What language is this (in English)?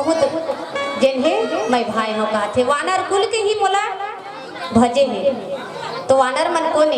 Chhattisgarhi